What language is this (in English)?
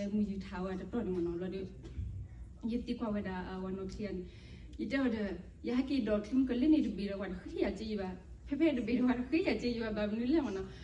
S'gaw Karen